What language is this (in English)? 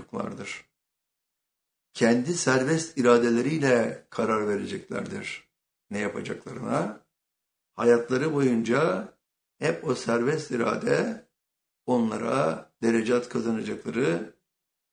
Turkish